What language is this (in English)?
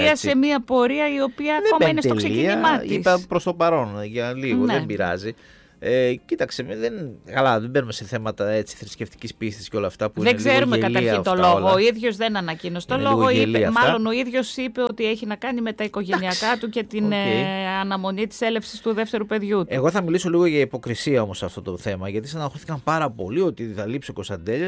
Greek